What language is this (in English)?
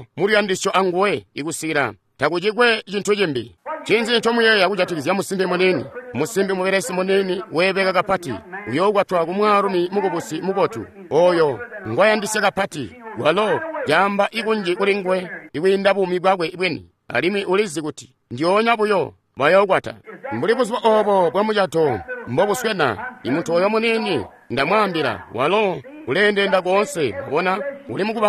Tonga (Zambia)